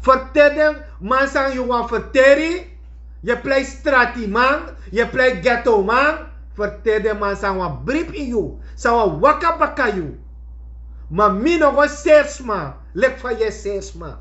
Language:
Sranan Tongo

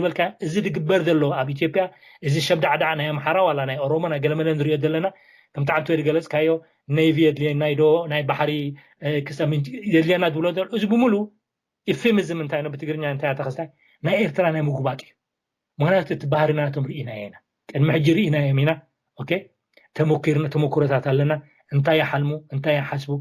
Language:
Tigrinya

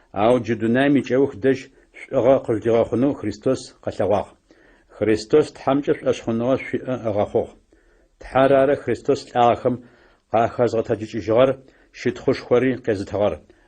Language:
Adyghe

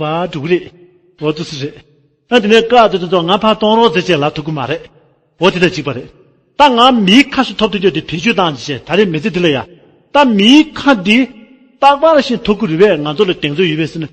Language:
Tibetan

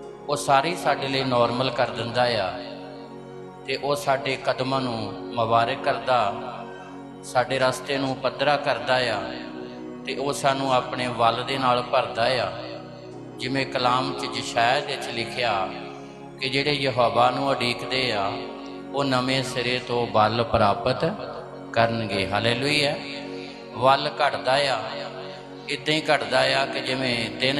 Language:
Punjabi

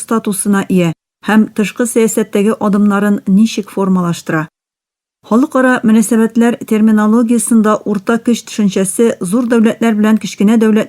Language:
Tatar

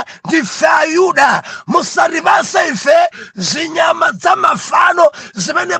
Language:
Nyanja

